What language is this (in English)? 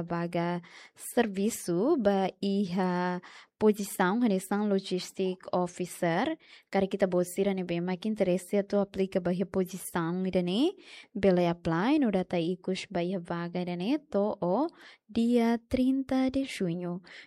Tetum